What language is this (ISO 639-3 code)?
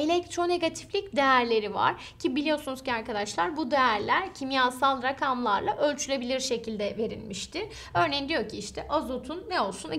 tur